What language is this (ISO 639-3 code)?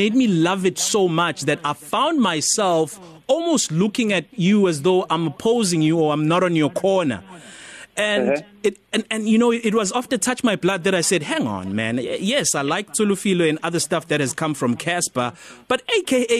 eng